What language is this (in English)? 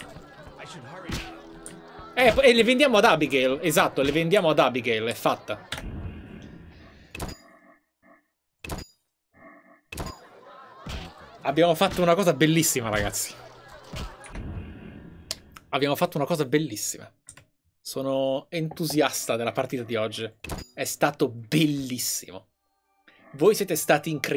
Italian